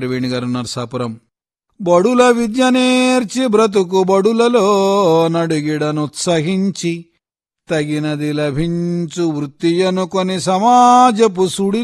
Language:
Telugu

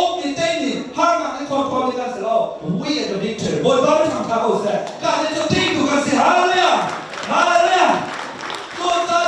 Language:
Hakha Chin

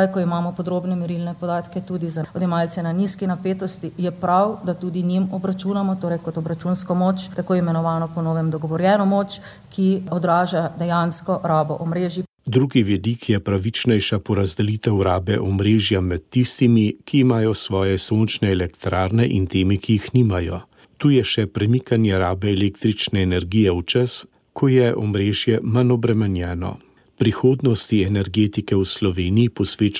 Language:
Slovenian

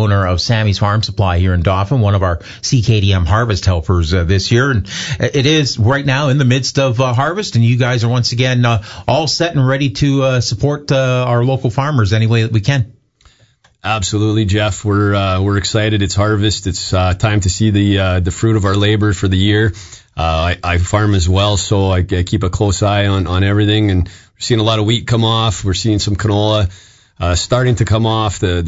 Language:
English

